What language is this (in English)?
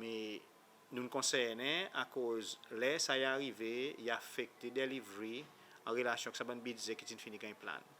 Seselwa Creole French